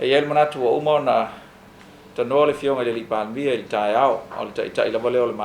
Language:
Samoan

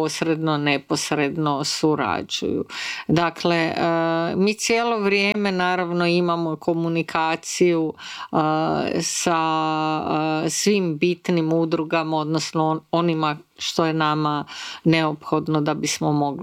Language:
Croatian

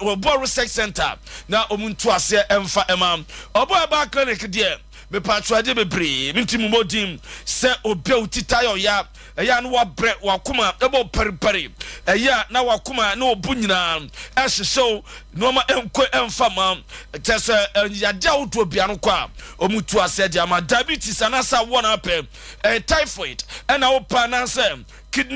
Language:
Akan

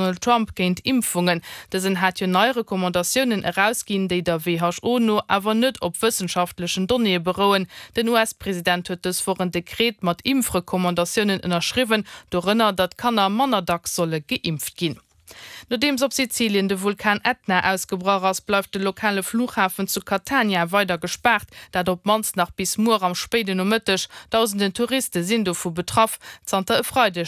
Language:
Luxembourgish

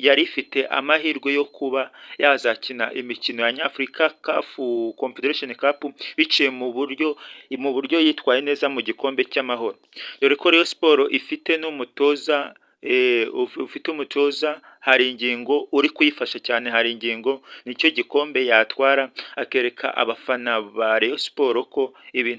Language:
Kinyarwanda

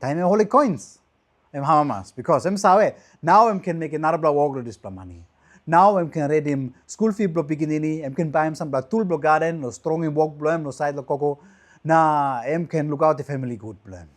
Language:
Tok Pisin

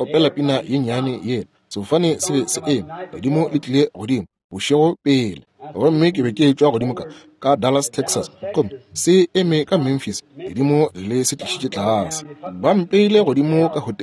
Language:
Northern Sotho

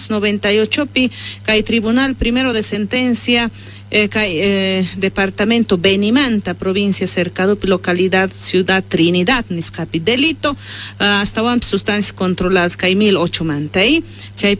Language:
South Bolivian Quechua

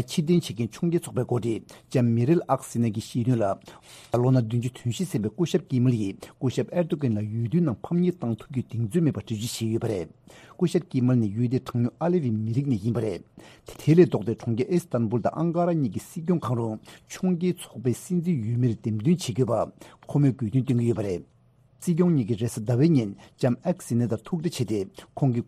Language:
Tibetan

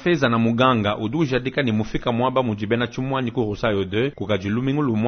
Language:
Luba-Lulua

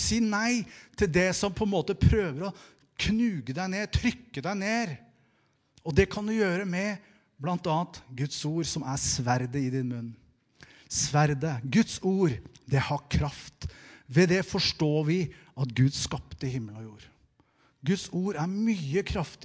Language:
Norwegian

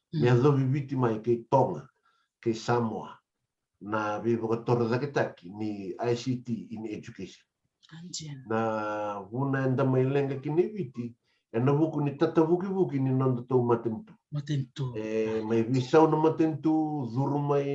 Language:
Fijian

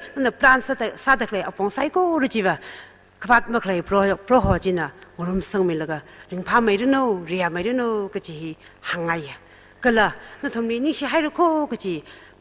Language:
Tangkhul Naga (India)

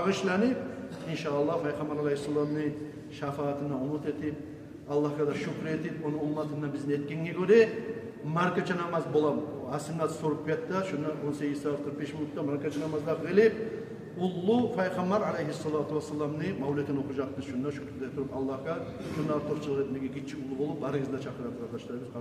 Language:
Kumyk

